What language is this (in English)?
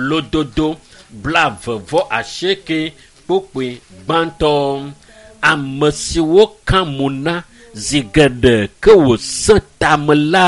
Ewe